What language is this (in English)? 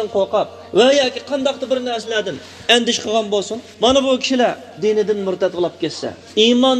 Uyghur